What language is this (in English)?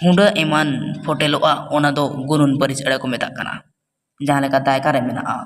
Santali